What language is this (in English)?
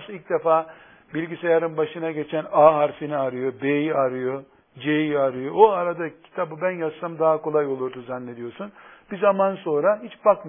Turkish